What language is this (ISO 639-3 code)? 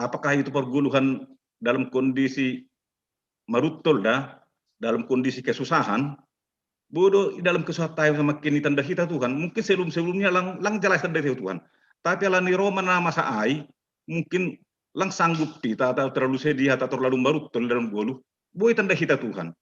bts